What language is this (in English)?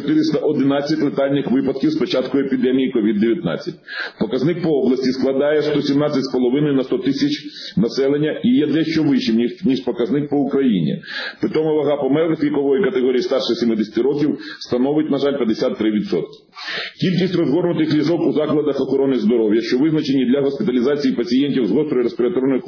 Ukrainian